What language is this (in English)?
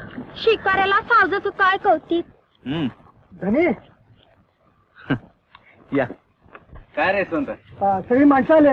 Marathi